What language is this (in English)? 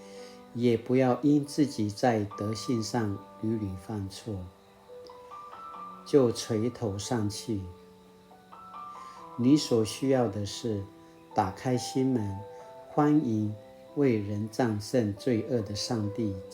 Paiwan